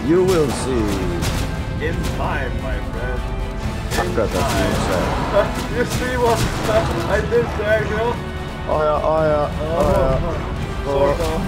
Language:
Faroese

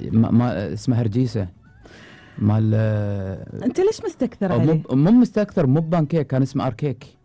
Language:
Gulf Arabic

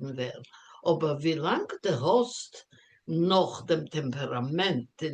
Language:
Yiddish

